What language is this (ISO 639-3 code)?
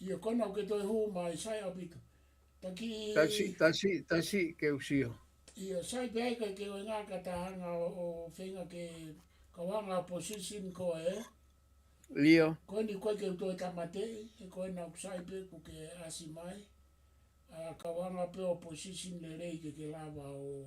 ton